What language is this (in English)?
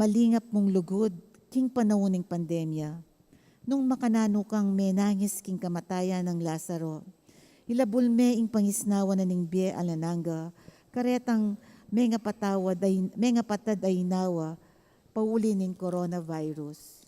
Pampanga